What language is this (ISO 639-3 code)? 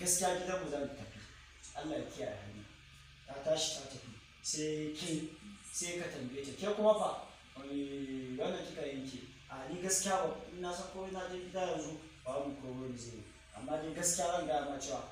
hau